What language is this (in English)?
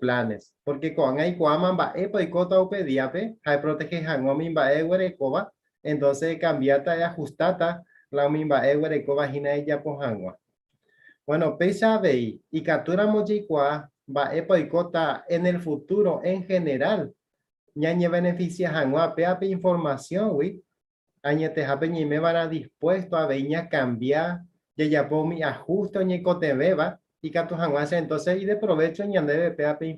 Guarani